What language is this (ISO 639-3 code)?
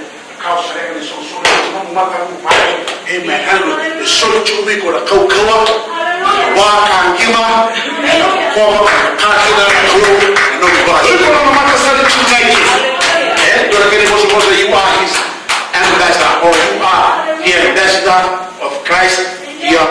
fij